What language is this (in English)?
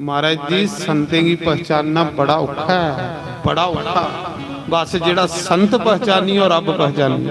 Dogri